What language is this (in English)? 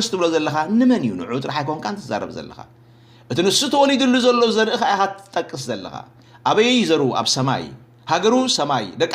Tigrinya